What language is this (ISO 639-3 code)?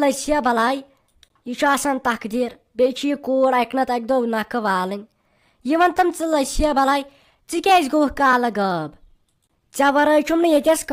kas